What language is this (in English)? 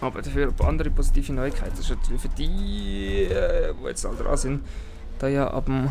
Swiss German